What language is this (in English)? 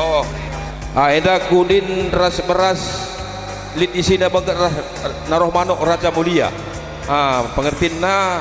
Batak Karo